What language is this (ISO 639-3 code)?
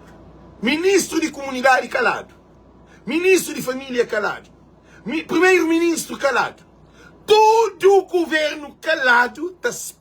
kea